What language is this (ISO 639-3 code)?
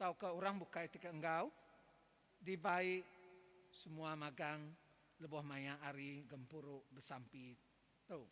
iba